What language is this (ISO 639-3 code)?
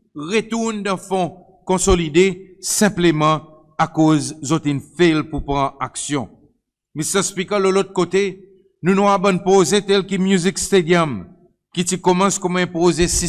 crs